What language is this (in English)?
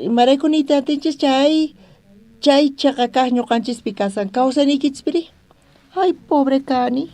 South Bolivian Quechua